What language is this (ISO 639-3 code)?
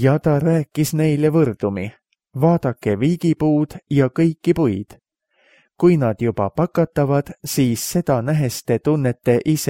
est